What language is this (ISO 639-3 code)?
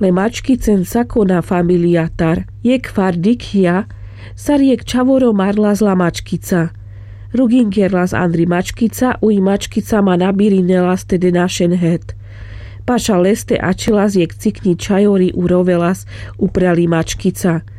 rmc